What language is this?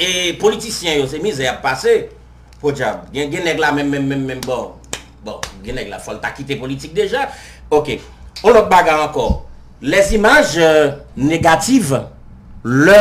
Haitian Creole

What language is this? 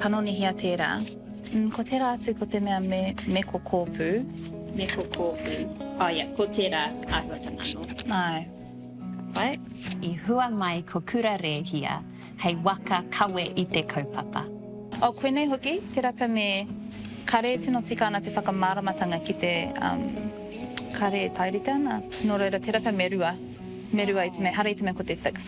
Māori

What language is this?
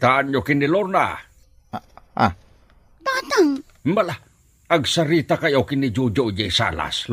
Iloko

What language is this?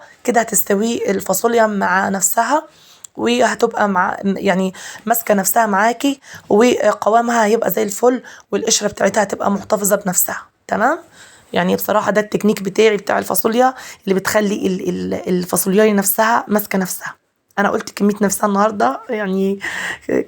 Egyptian Arabic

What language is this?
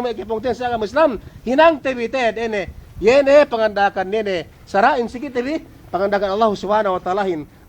Yakan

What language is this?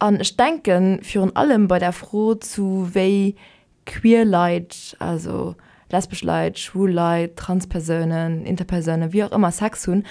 Luxembourgish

